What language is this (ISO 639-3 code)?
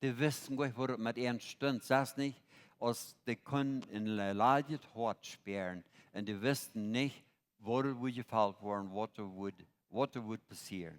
pdt